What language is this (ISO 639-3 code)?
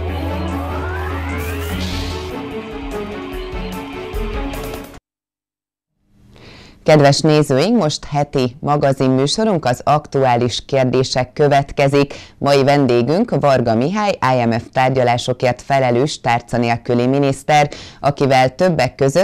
hun